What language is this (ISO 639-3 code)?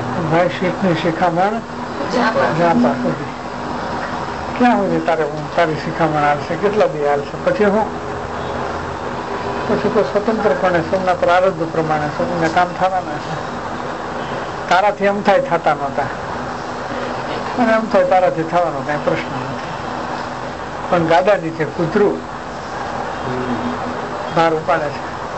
guj